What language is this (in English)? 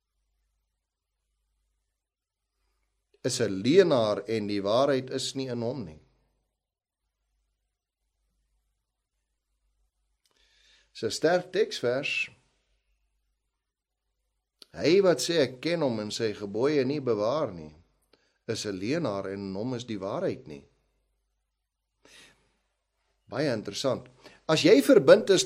Afrikaans